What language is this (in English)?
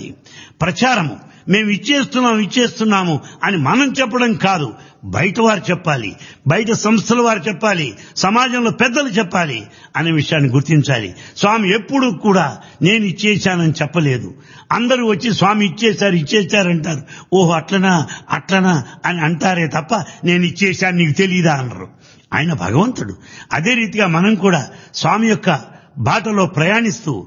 Telugu